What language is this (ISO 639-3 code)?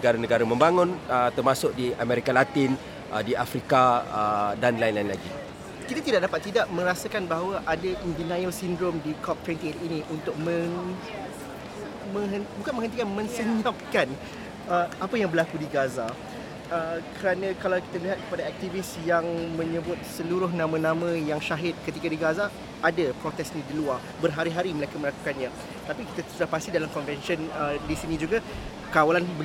msa